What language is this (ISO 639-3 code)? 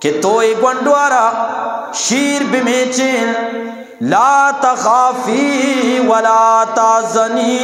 bgp